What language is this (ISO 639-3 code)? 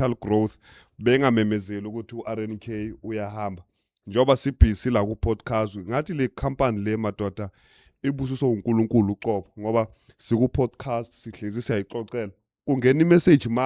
zul